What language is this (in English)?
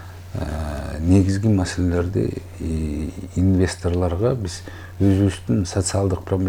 Kyrgyz